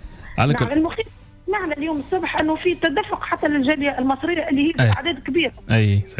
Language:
Tunisian Arabic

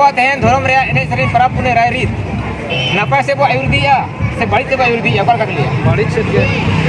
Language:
Santali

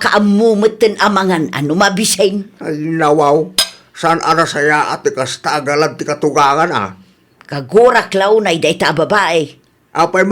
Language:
Iloko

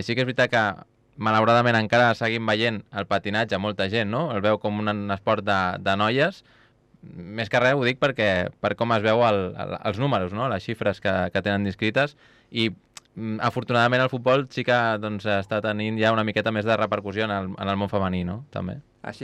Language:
Catalan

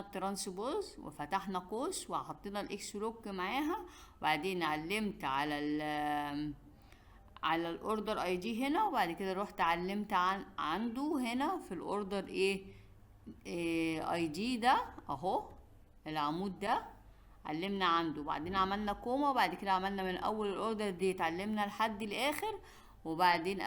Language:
Egyptian Arabic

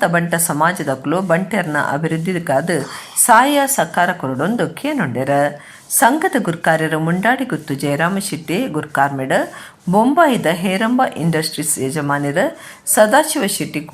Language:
Tulu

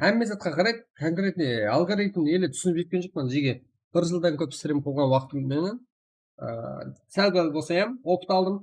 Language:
Kara-Kalpak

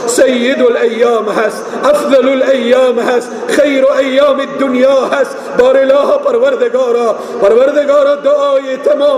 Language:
Persian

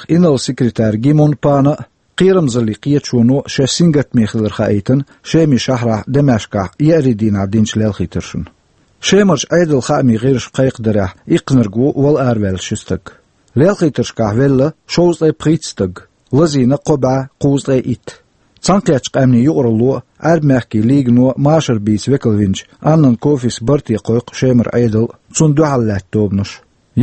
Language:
Chechen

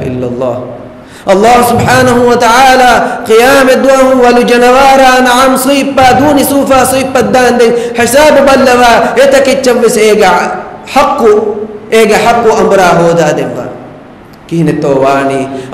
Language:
Divehi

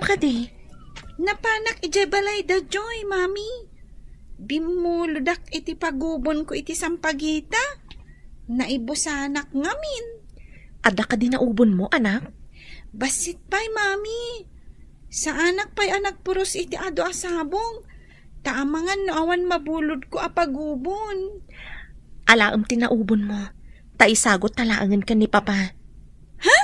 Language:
Iloko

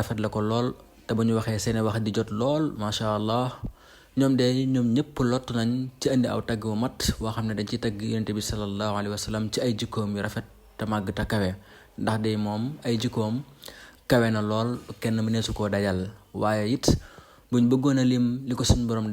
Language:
Wolof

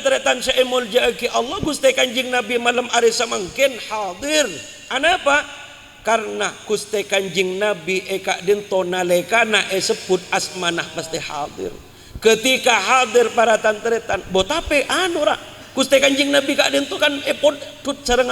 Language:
Madurese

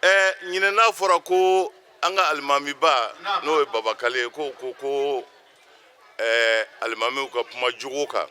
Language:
Bambara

